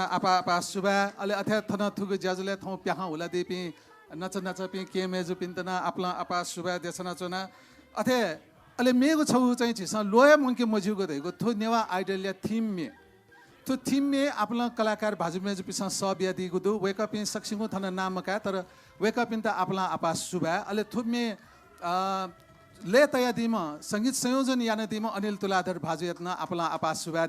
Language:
Newari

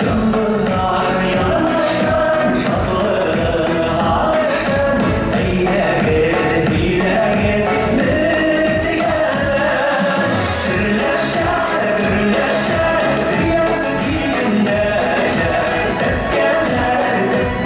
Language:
Bashkir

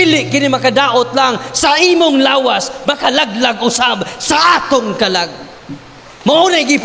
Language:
Cebuano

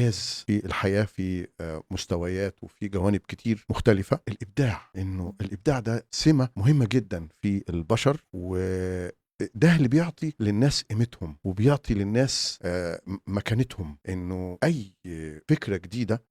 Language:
Egyptian Arabic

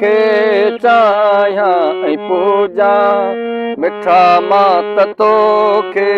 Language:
Sindhi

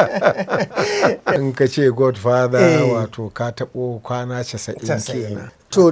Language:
Hausa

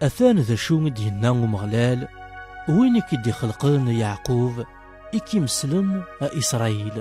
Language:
Kabyle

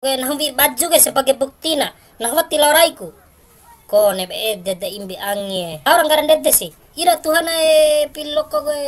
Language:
Bima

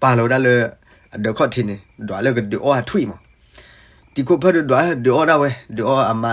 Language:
S'gaw Karen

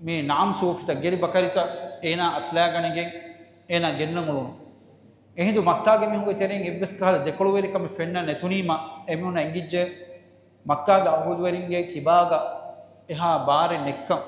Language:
Divehi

